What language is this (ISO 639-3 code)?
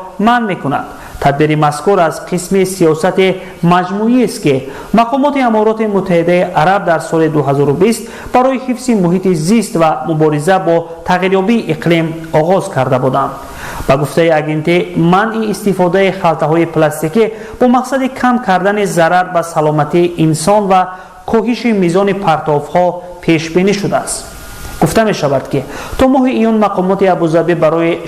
tgk